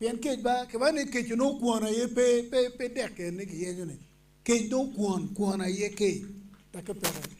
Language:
Acoli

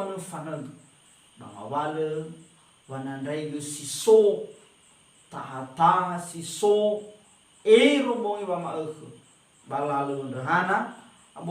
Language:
Nias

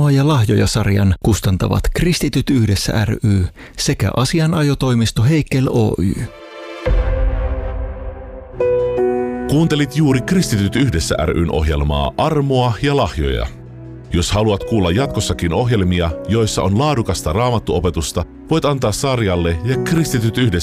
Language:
Finnish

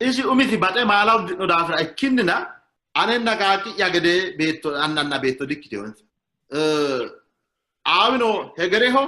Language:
Sidamo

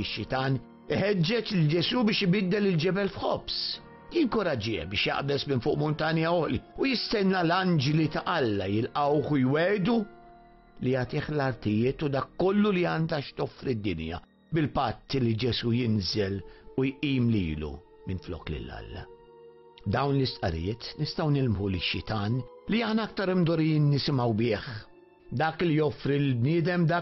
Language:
Maltese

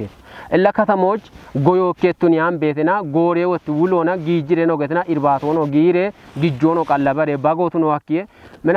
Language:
Kafa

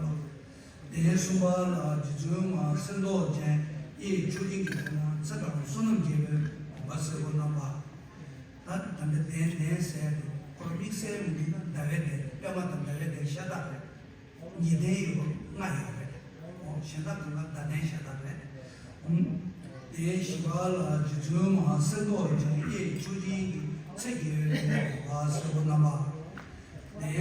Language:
Tibetan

